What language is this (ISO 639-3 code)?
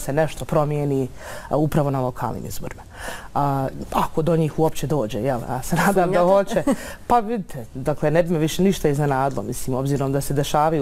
bos